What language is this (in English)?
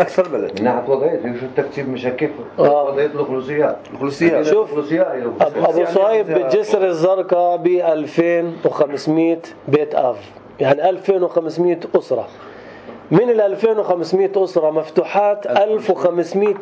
North Levantine Arabic